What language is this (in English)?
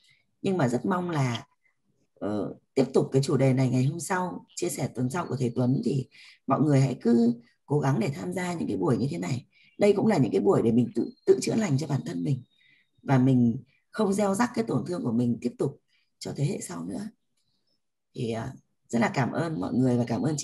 Vietnamese